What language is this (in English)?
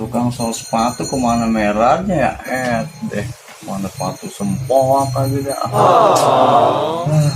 Betawi